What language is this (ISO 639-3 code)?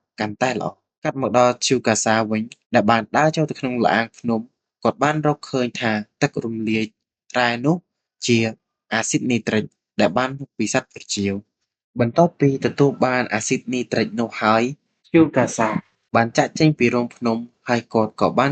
khm